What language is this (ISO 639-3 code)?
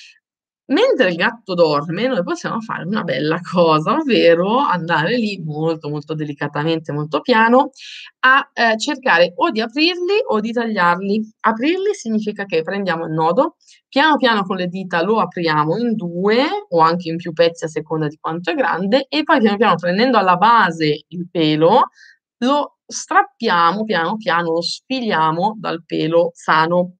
ita